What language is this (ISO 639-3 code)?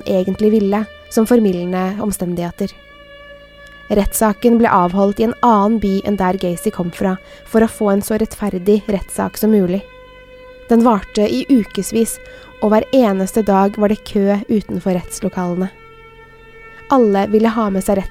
nor